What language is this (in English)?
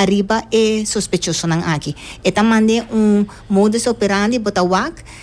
Papiamento